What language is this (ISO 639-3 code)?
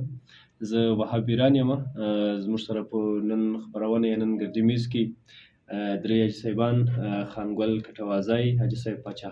pus